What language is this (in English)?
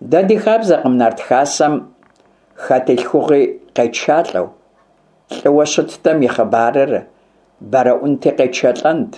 Kabardian